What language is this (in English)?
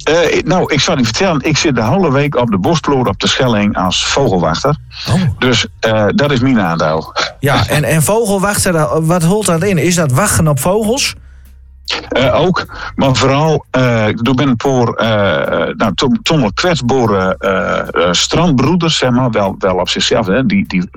Dutch